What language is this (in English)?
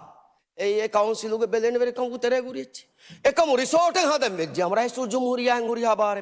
Divehi